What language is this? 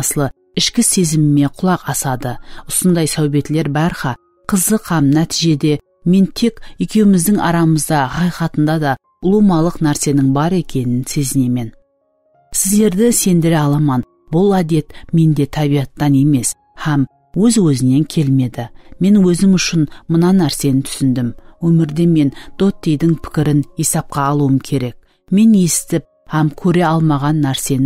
Kara-Kalpak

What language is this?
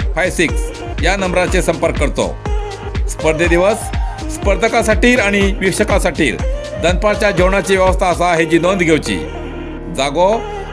Konkani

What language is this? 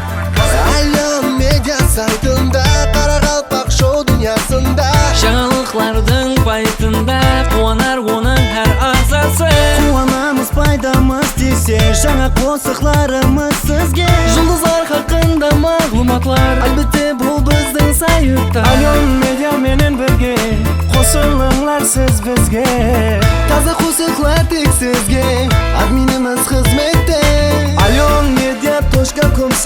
Kara-Kalpak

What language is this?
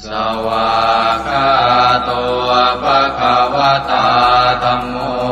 Pali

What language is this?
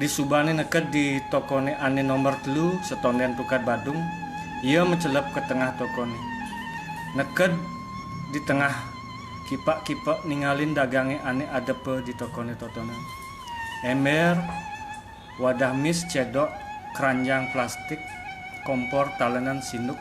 Balinese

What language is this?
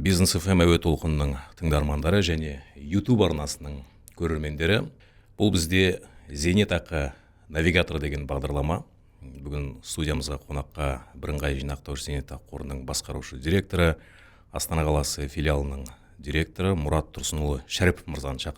Kazakh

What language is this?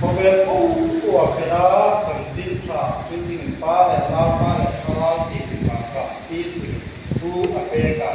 Hmar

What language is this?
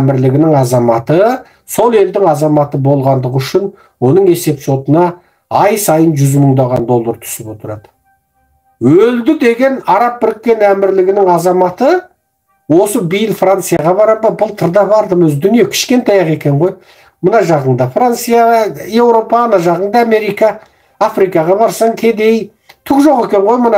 Kazakh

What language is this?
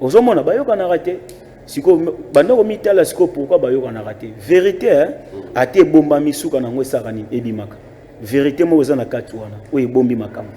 Lingala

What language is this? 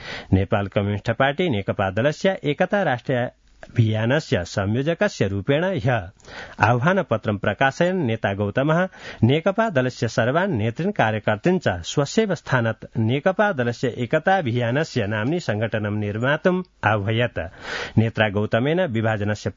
Sanskrit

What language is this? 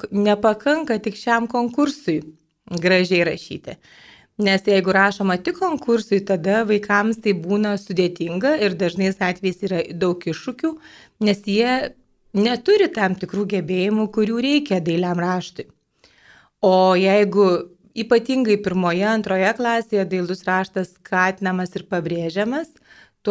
Lithuanian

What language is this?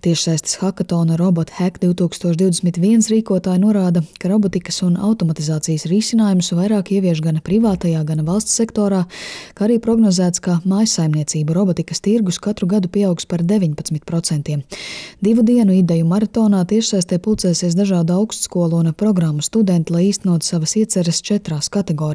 Latvian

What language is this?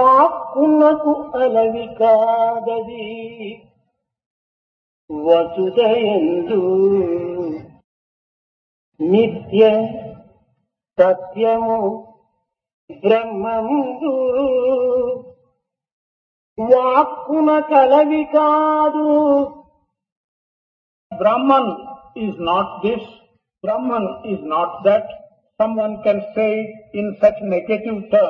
Telugu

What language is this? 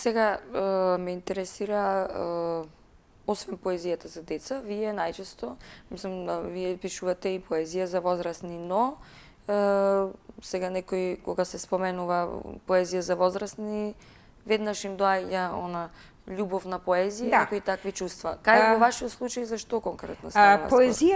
Macedonian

